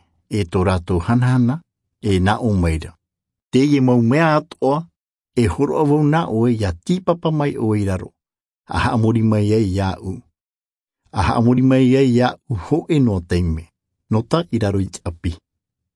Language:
Tahitian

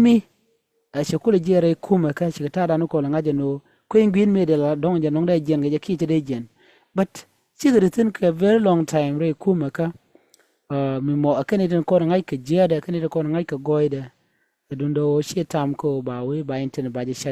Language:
Nuer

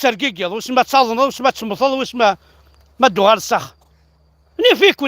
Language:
Kabyle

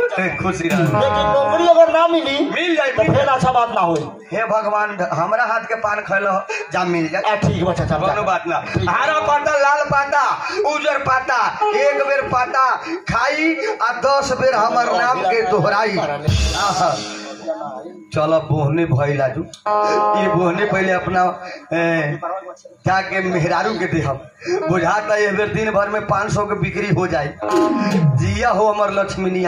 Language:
Bhojpuri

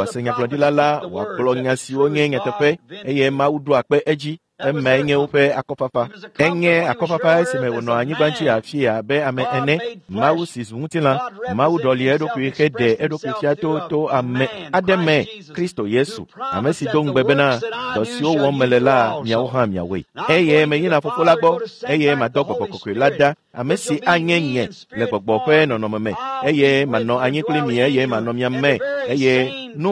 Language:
Ewe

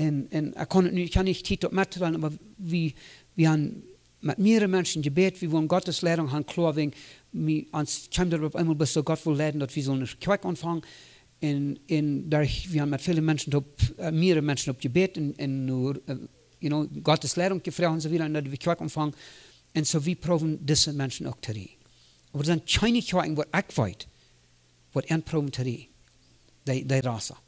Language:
Plautdietsch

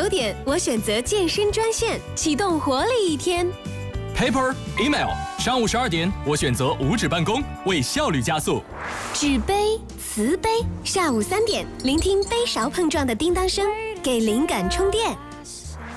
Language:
Chinese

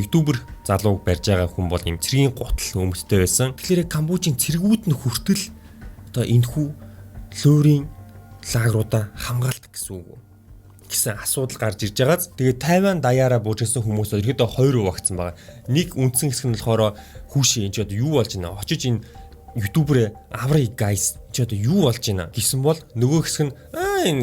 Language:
Mongolian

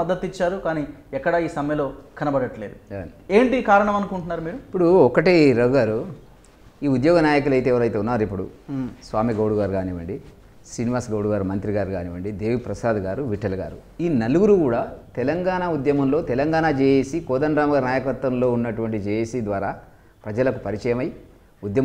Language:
Telugu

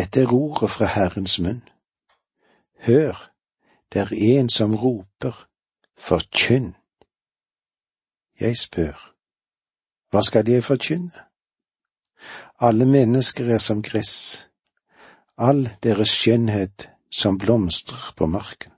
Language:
Norwegian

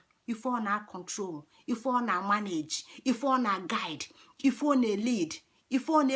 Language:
Igbo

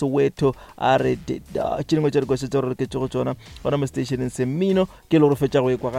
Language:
Northern Sotho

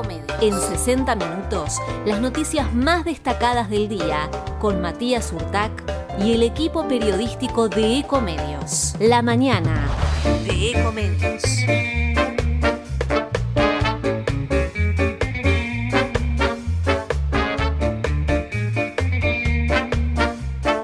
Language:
Spanish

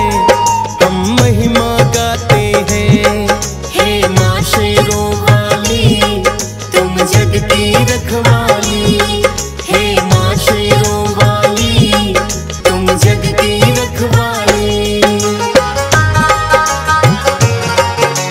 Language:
Hindi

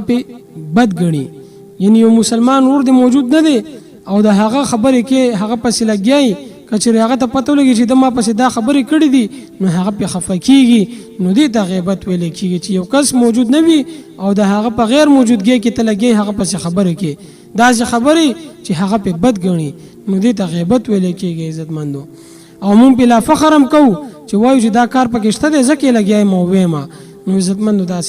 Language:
Pashto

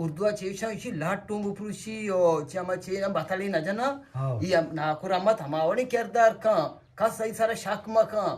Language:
Eastern Balochi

